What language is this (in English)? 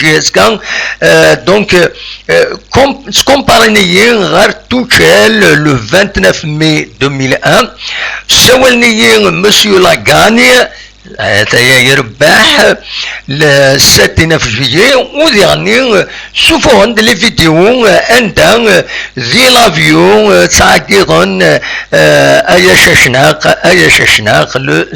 Kabyle